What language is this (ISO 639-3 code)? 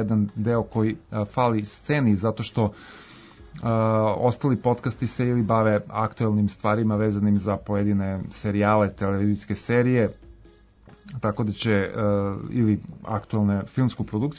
srp